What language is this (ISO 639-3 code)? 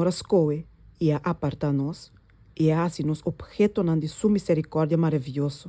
pap